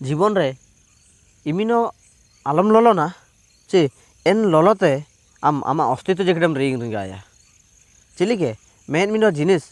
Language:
Ho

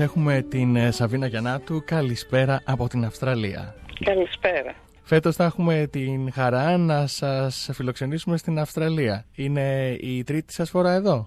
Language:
Greek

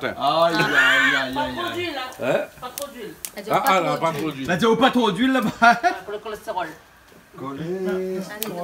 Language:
Réunion Creole French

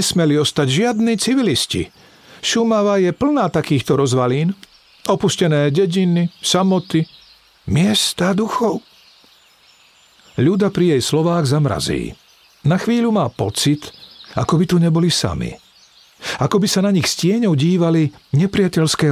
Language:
Slovak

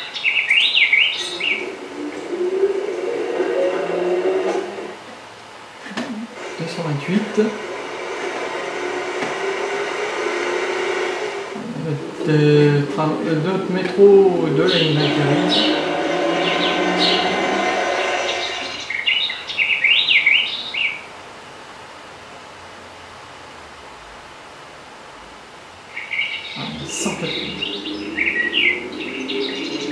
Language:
French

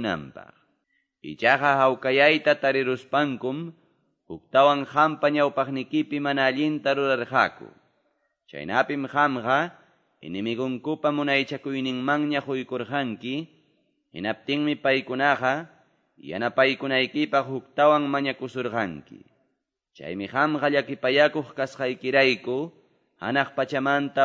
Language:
Ayacucho Quechua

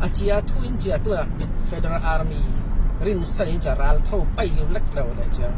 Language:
Falam Chin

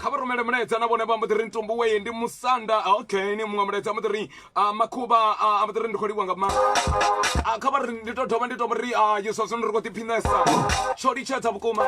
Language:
Venda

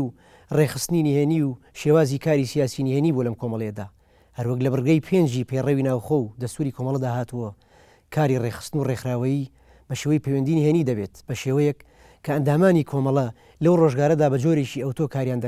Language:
Central Kurdish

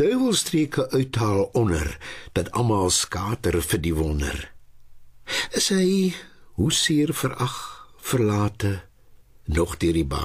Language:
Afrikaans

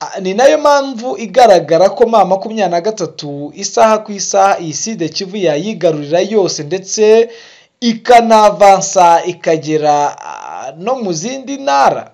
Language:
Kinyarwanda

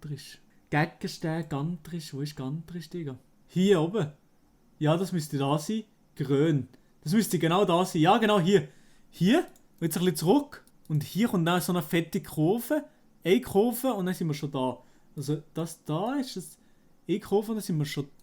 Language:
Swiss German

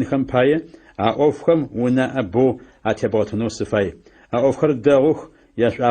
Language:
Adyghe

